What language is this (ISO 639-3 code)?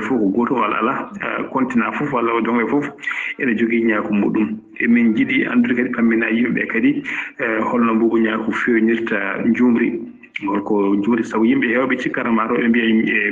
ful